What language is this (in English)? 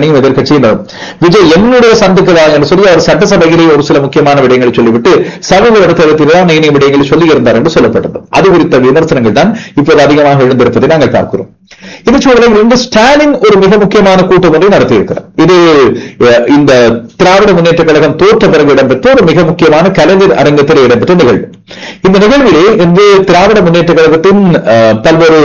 Tamil